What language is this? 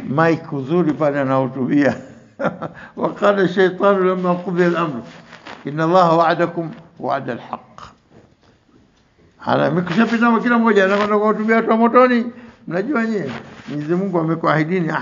Swahili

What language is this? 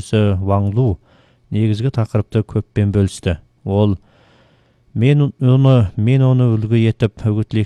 Kazakh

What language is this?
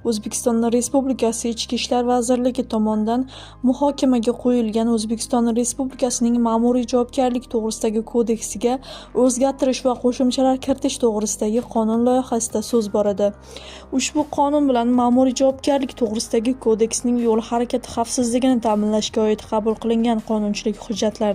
Uzbek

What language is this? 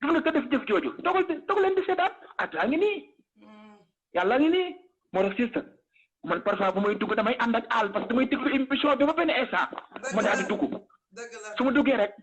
Wolof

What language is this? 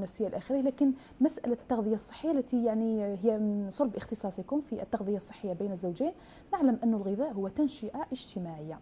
Arabic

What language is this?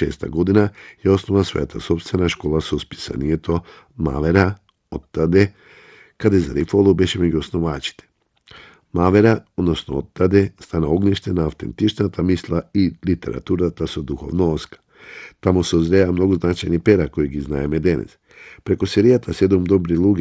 Macedonian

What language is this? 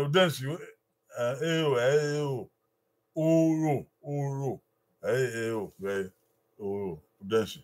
Bini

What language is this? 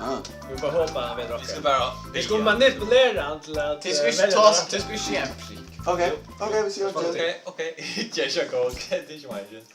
Faroese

